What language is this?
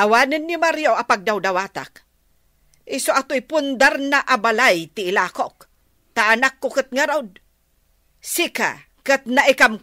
Iloko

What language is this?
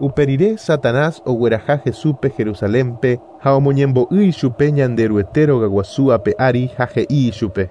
Guarani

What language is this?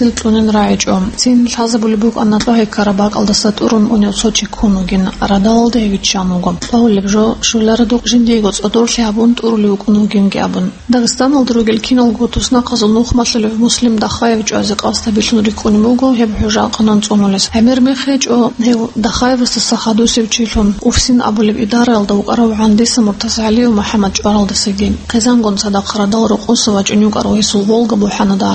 Avaric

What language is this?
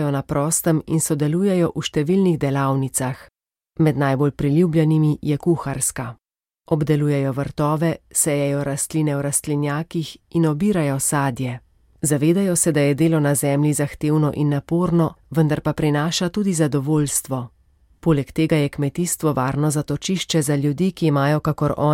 Slovenian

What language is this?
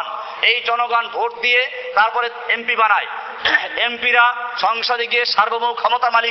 Bangla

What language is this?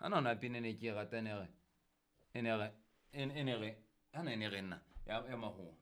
Southern Sotho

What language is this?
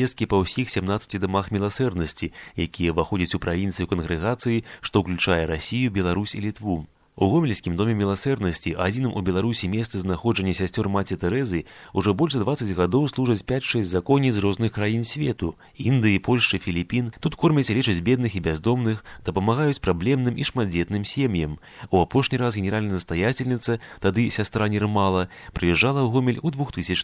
Belarusian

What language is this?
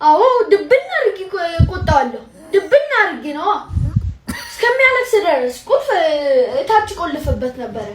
Amharic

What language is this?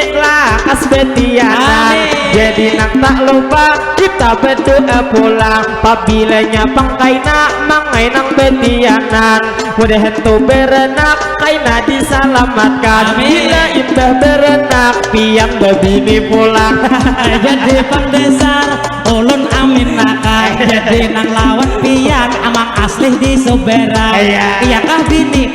Banjar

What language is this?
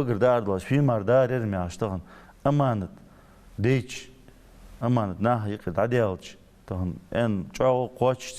Ingush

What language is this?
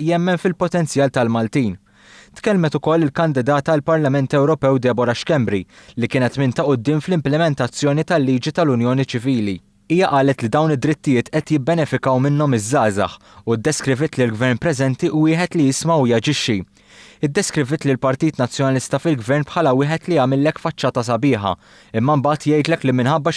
Maltese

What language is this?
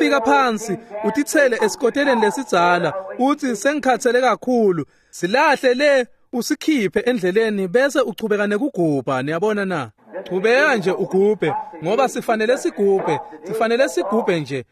Swati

